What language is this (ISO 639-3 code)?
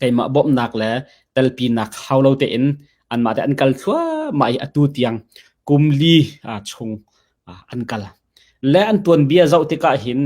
cnh